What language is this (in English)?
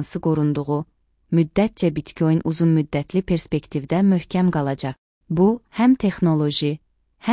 Azerbaijani